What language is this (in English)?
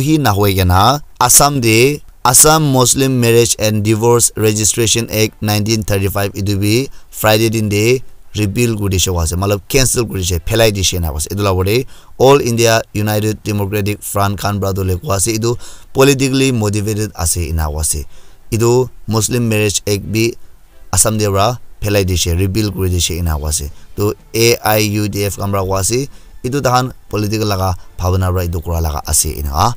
Naga Pidgin